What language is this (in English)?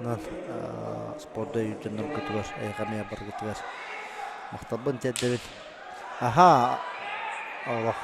Yakut